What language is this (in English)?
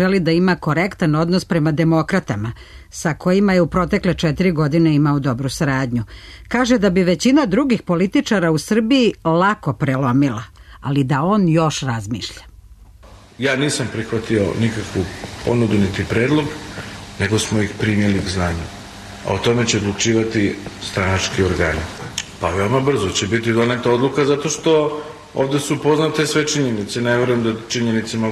Serbian